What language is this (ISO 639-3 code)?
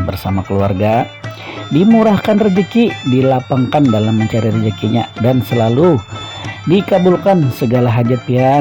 bjn